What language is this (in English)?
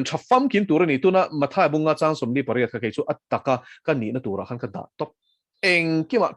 Mizo